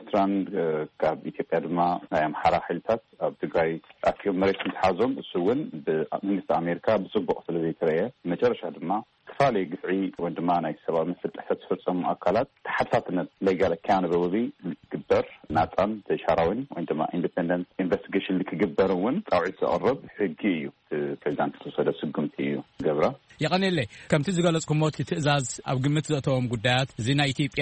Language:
Tigrinya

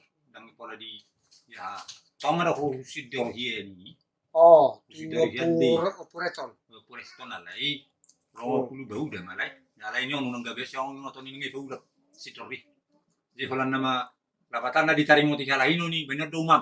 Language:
Batak Toba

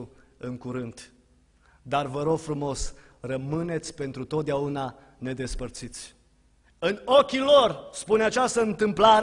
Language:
Romanian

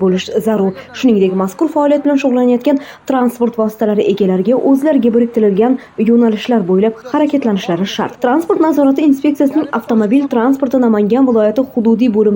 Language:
Uzbek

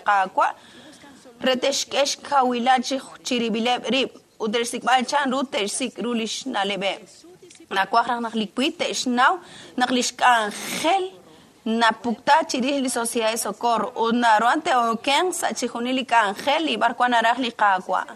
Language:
Kekchí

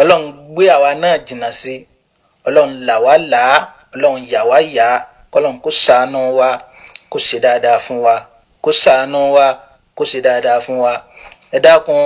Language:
Yoruba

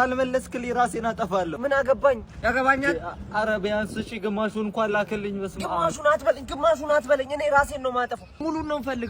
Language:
Amharic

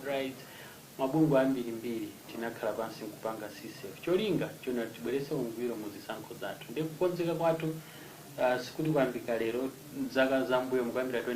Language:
Nyanja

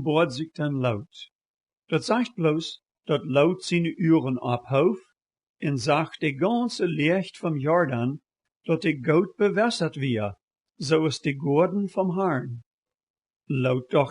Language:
Plautdietsch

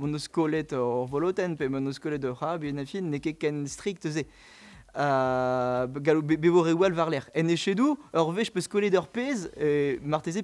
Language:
Breton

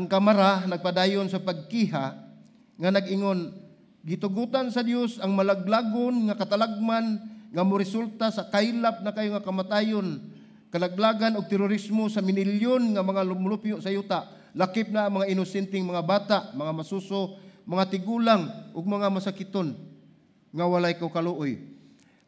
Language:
Cebuano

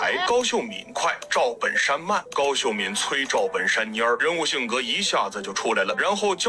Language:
Chinese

